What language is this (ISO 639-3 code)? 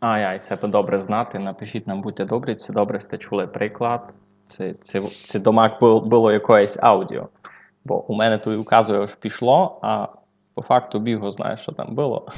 rue